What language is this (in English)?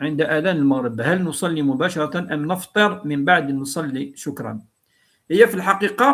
Kabyle